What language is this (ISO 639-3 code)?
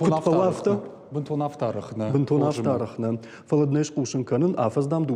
oss